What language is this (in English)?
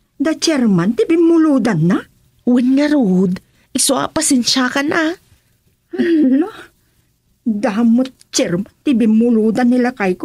Iloko